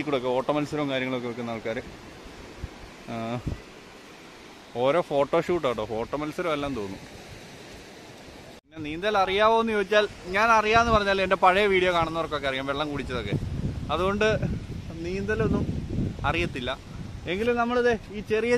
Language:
Malayalam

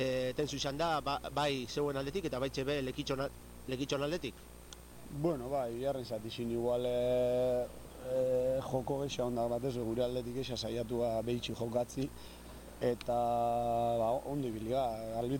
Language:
Basque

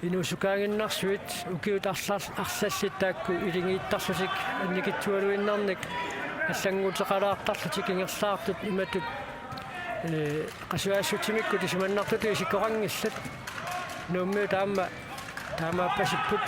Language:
Kalaallisut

